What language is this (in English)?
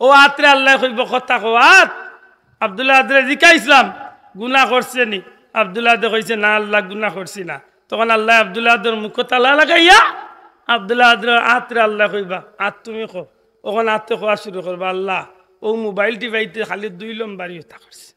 Sylheti